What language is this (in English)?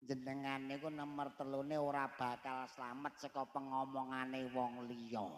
Javanese